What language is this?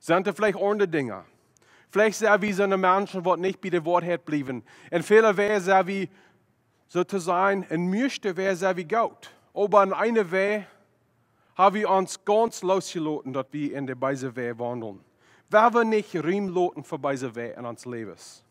Plautdietsch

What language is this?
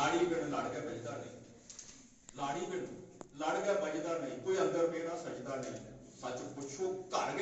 Dogri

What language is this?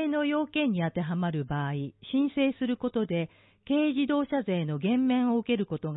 Japanese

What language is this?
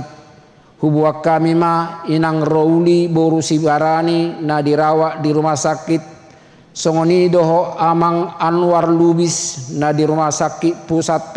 Batak Toba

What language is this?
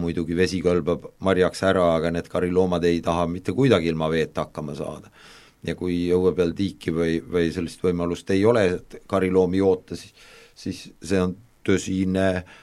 Estonian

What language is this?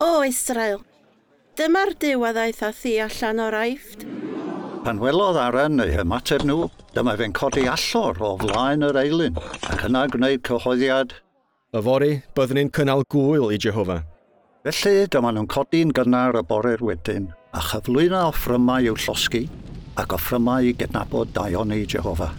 Welsh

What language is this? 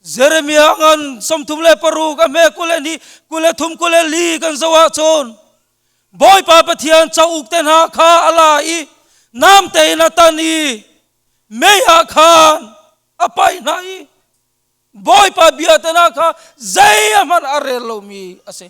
Hakha Chin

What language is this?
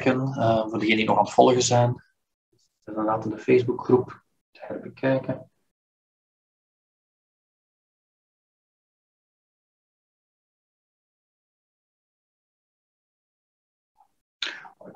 Dutch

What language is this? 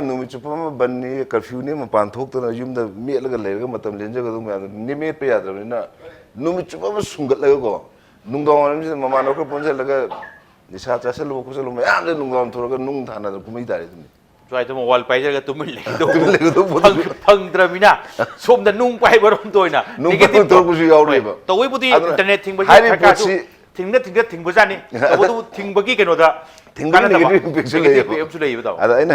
Manipuri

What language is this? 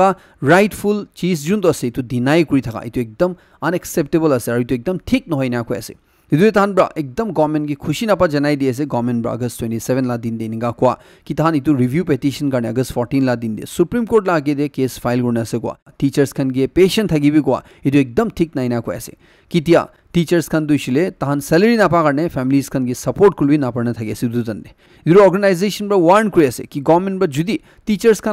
Naga Pidgin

